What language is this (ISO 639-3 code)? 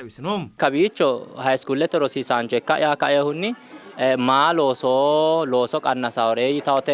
sid